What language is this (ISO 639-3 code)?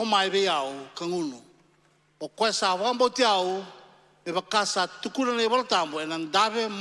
fij